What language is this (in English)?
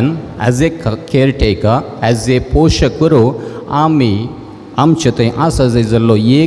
Konkani